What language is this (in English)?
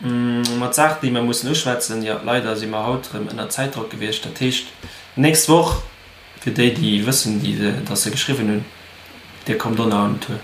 Luxembourgish